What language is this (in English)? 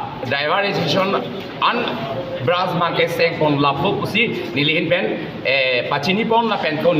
Karbi